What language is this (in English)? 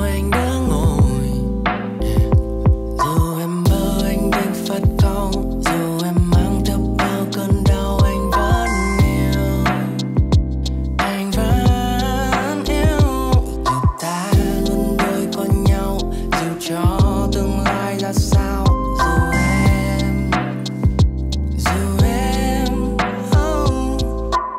Vietnamese